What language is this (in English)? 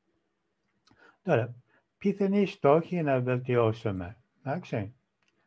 Greek